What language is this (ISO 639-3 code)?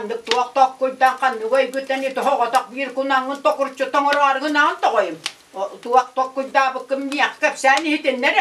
sah